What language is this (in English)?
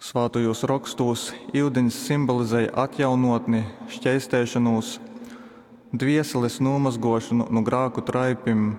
Latgalian